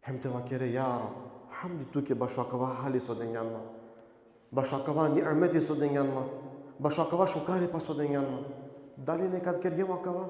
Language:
Balkan Romani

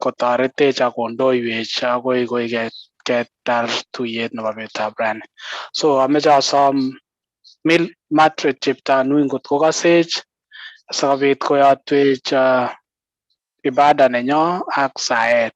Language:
Kalenjin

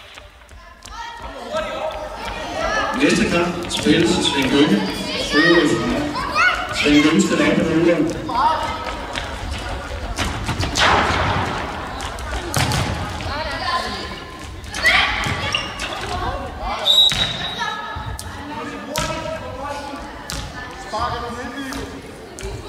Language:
Danish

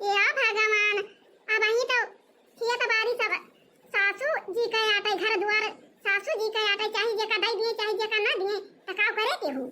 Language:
Awadhi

